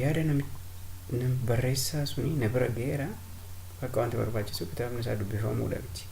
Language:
Oromo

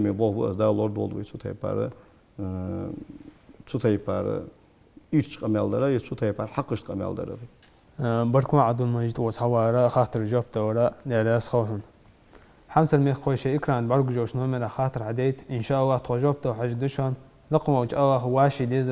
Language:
Ingush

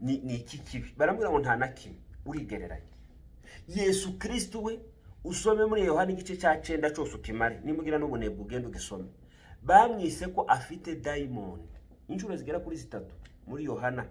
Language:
Kinyarwanda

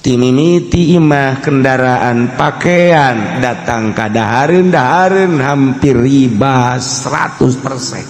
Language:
Sundanese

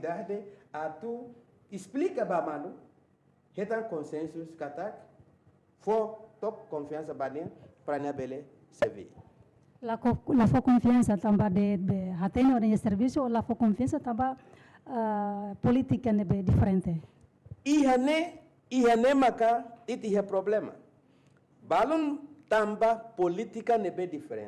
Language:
Tetum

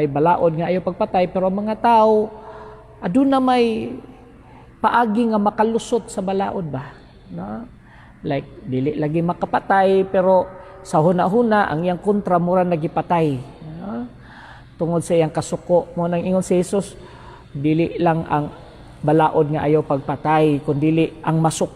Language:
Cebuano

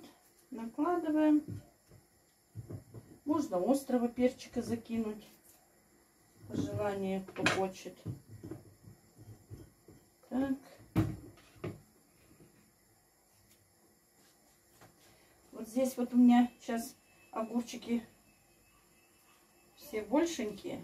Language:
Russian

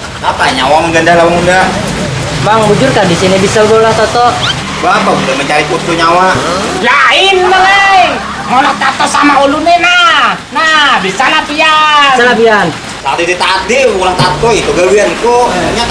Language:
Banjar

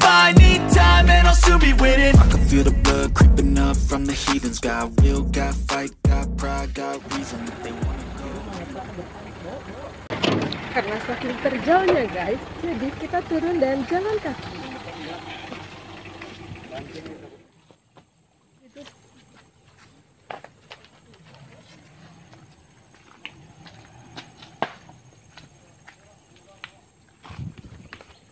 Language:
Indonesian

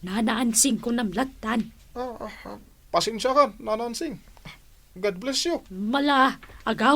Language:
Iloko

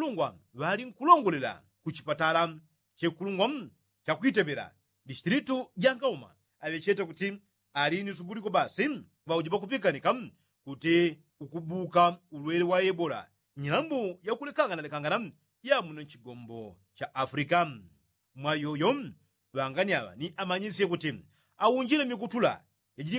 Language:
Yao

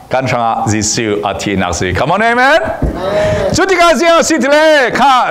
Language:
Falam Chin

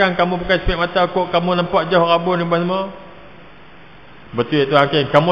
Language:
Malay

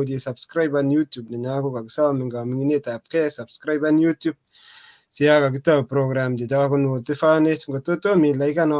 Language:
Kalenjin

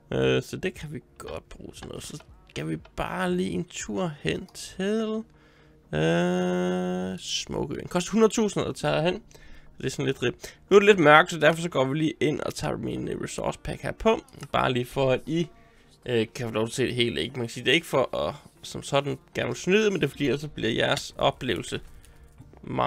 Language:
Danish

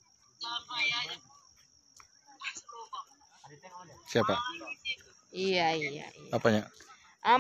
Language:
Indonesian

